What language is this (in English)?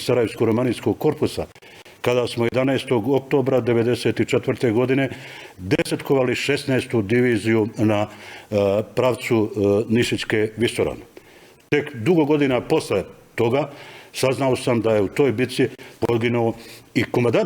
Bosnian